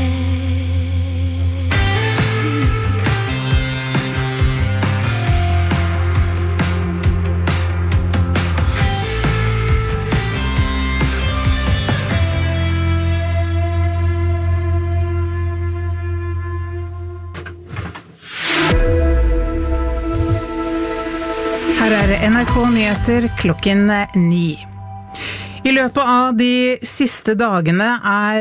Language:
Norwegian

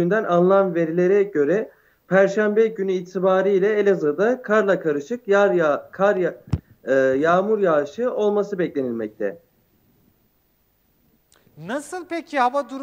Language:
Turkish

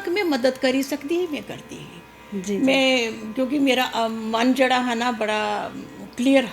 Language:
Dogri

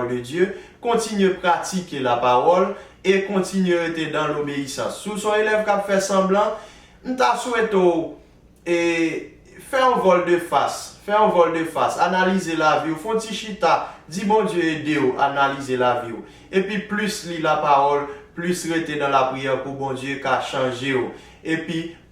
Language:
Haitian Creole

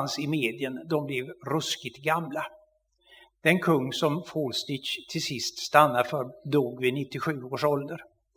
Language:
Swedish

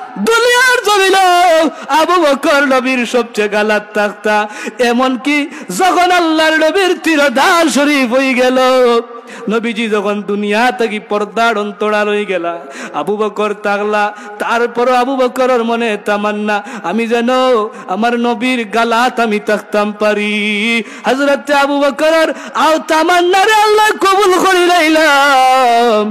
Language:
Sylheti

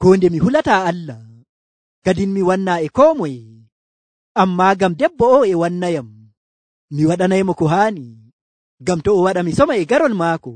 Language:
Nigerian Fulfulde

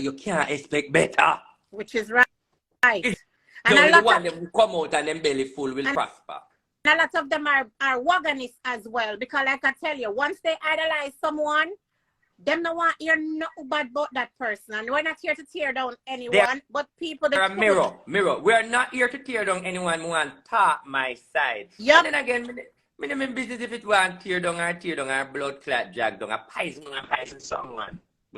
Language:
Jamaican Creole English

